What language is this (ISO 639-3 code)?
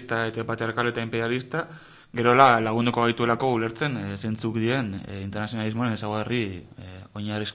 eus